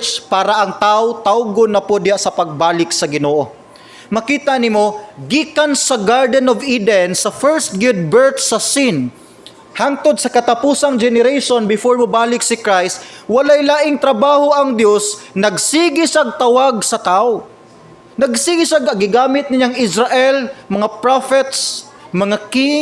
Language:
Cebuano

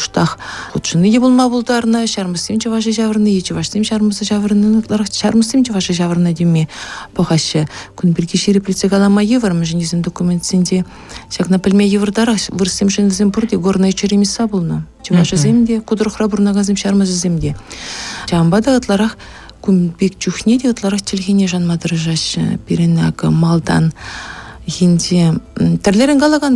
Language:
Chuvash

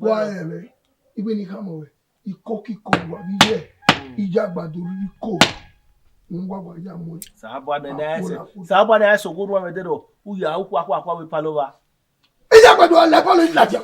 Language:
Bini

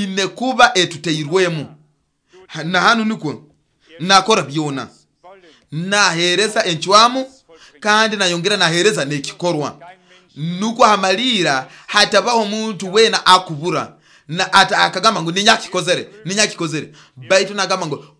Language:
Nyoro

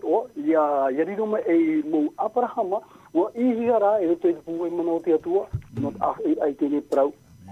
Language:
Tahitian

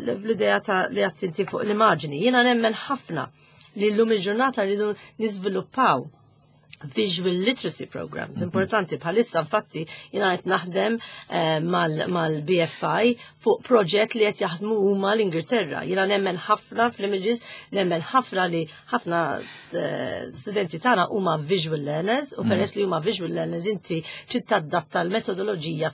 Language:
Maltese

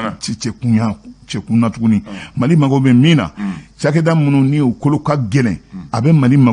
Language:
Bambara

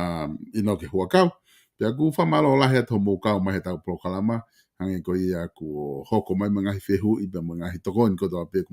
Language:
Tongan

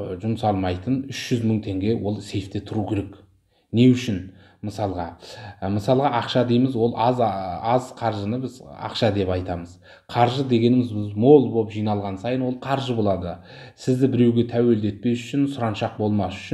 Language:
Kazakh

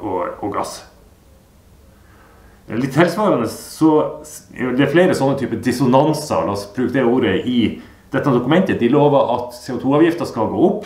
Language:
Norwegian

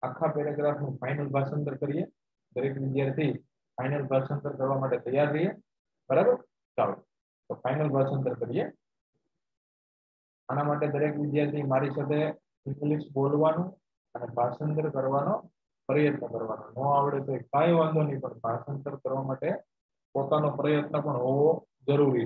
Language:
Gujarati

